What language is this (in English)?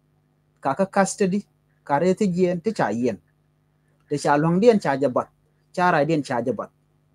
Nuer